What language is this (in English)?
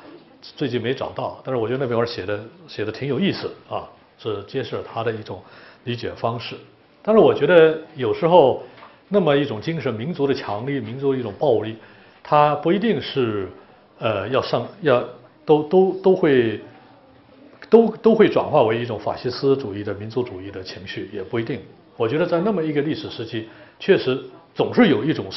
Chinese